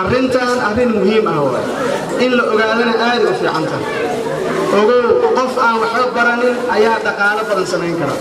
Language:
Somali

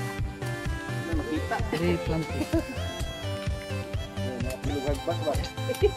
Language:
Cebuano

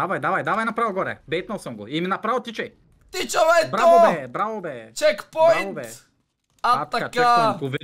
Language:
Bulgarian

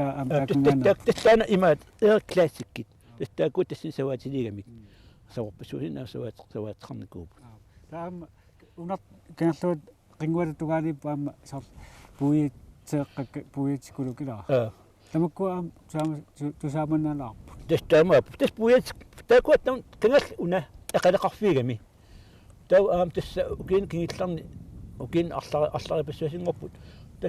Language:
Kalaallisut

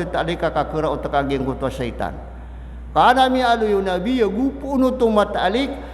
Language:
Maranao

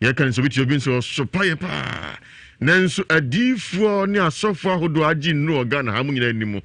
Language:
Akan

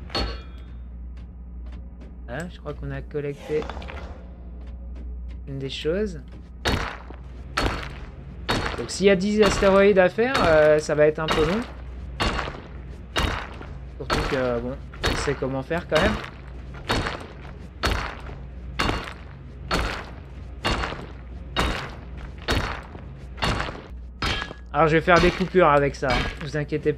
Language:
French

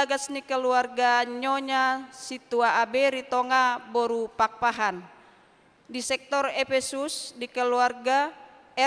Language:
Batak Toba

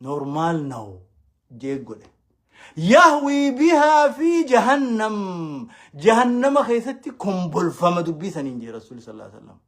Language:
Oromo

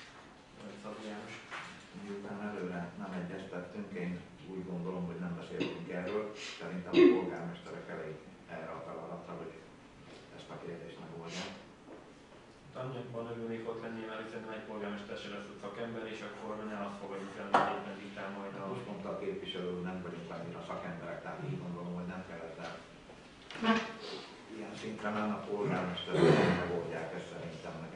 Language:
Hungarian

